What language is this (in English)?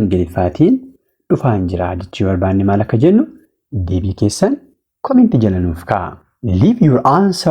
Oromo